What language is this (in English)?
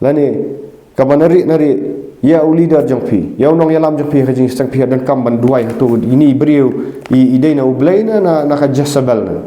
Khasi